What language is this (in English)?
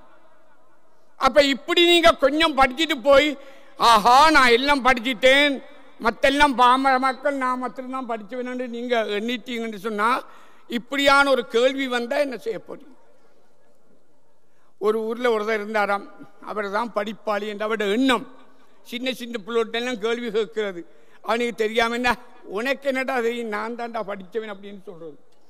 Tamil